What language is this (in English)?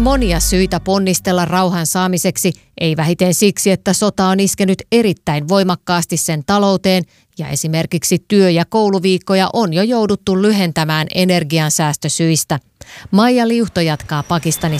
Finnish